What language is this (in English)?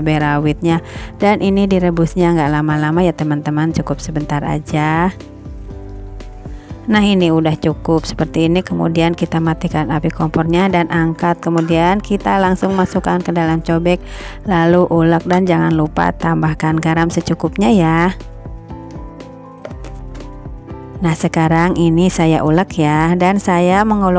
Indonesian